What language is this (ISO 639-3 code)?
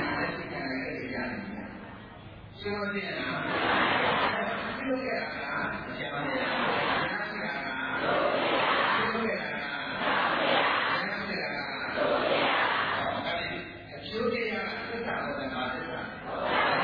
mya